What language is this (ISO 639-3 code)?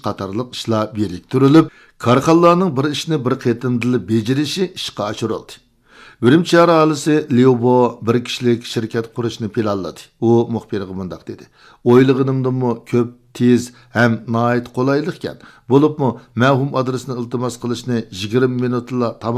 uig